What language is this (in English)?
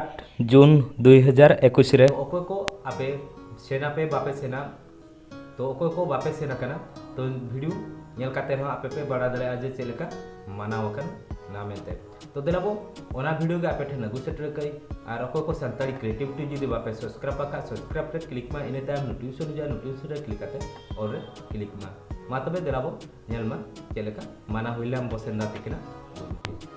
Santali